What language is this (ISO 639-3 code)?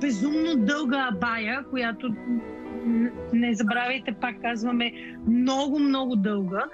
bul